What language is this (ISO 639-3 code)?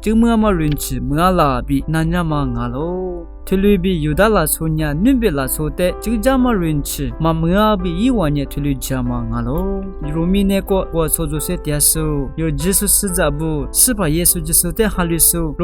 lis